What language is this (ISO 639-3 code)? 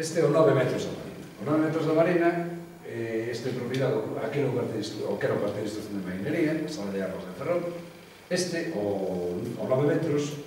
glg